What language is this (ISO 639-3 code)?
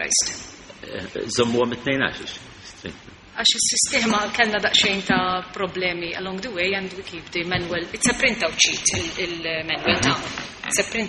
mlt